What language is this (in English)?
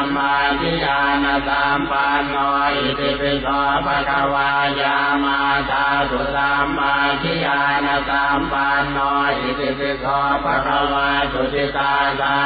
Pali